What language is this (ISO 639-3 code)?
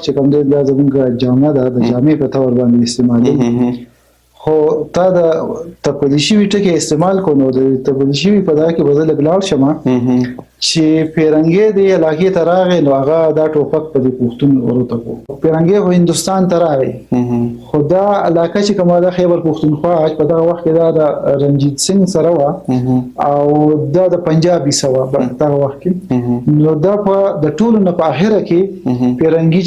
pus